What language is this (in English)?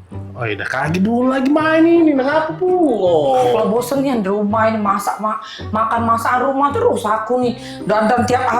Musi